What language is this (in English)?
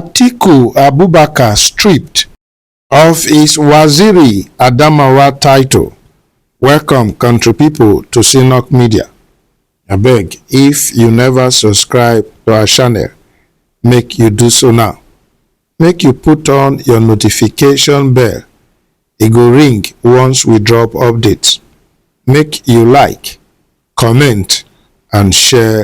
Nigerian Pidgin